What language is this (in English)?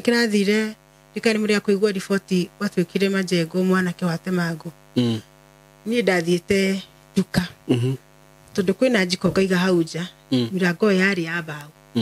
Kikuyu